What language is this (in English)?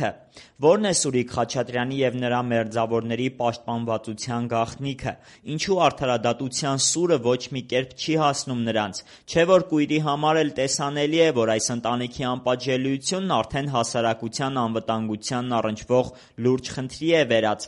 Armenian